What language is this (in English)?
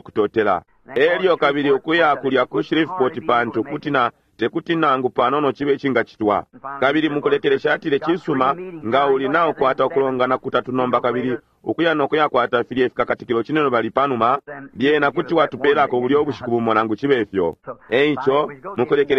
Bemba